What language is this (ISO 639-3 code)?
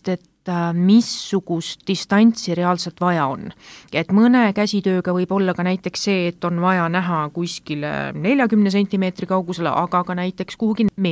est